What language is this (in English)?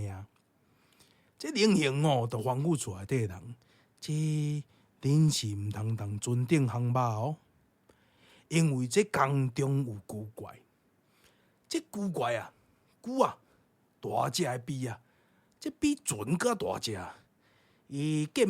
Min Nan Chinese